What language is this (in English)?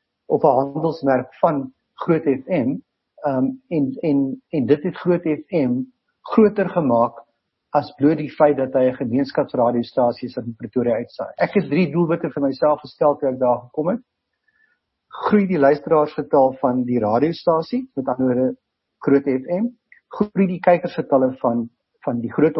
Afrikaans